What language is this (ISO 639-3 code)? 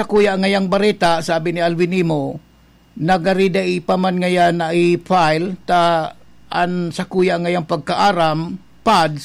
bik